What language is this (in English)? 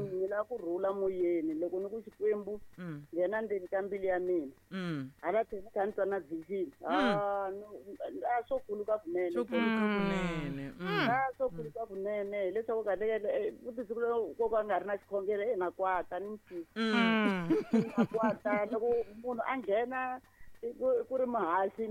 Tsonga